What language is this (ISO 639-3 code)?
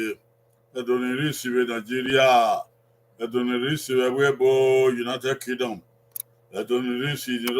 bin